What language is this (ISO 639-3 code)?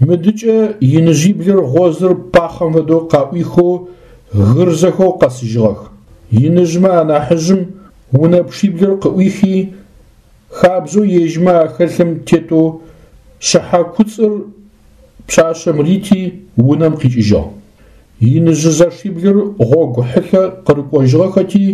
ady